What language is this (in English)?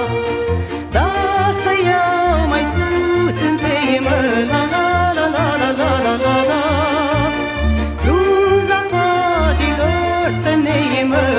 Romanian